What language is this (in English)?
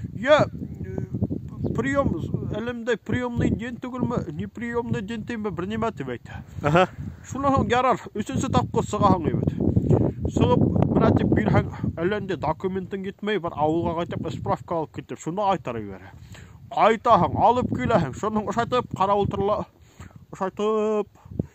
Bashkir